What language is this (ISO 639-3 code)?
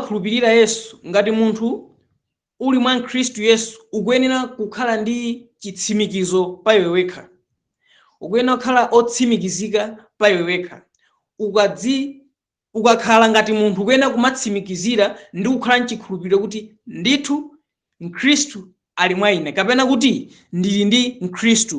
nya